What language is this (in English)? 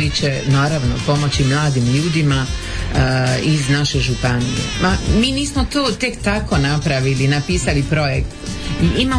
Croatian